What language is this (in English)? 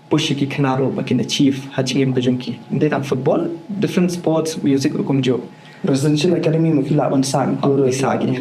Khasi